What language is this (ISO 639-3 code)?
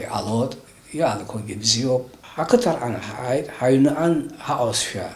abk